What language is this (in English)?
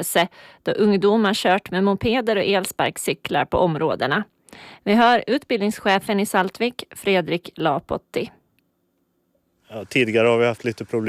Swedish